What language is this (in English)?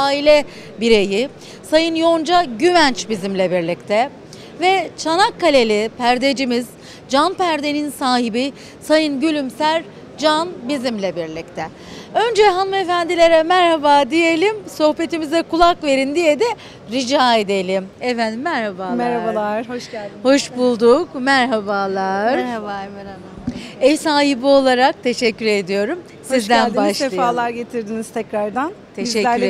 Turkish